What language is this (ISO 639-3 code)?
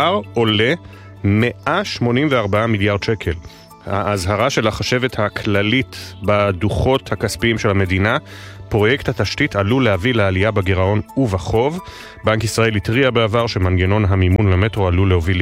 heb